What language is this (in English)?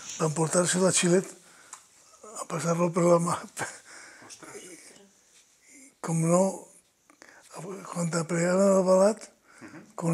Catalan